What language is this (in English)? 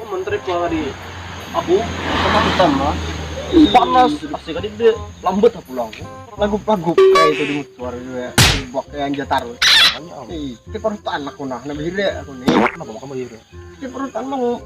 Banjar